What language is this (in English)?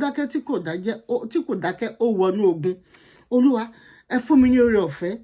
Yoruba